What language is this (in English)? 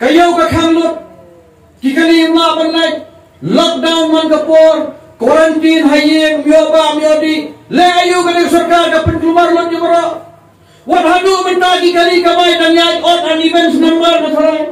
Khasi